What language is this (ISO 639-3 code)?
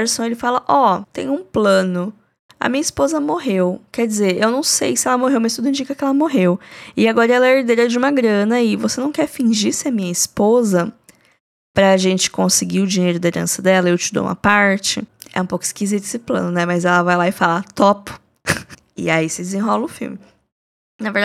por